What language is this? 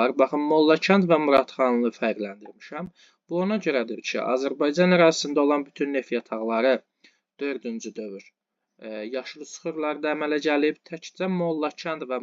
Azerbaijani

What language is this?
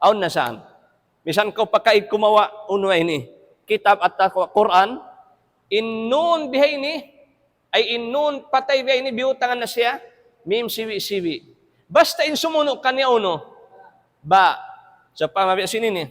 Tausug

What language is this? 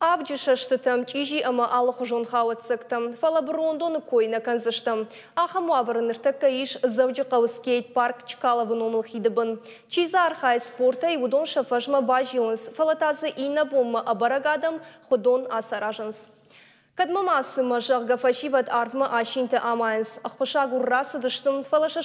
Ossetic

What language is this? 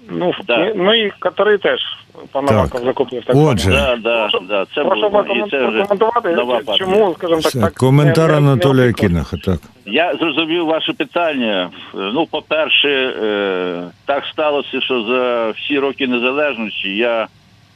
Ukrainian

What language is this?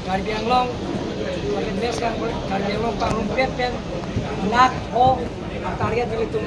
Karbi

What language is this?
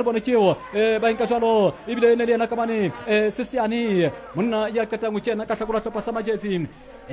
Southern Sotho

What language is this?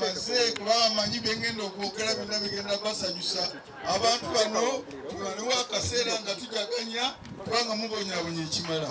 Ganda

